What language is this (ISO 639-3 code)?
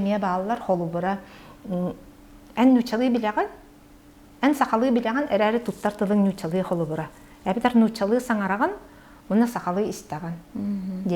sah